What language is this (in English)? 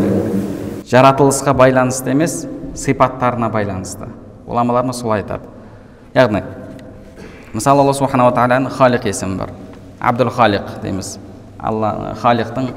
Kazakh